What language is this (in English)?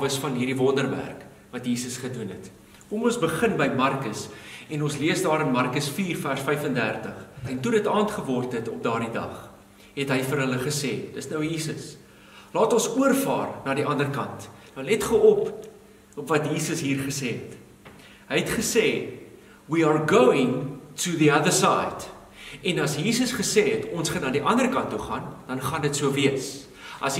Afrikaans